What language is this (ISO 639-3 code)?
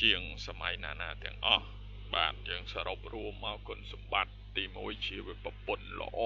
khm